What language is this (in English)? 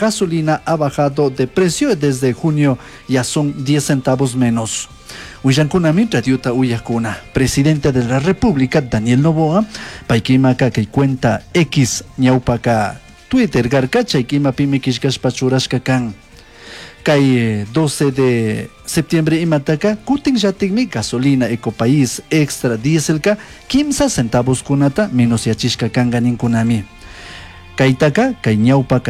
Chimborazo Highland Quichua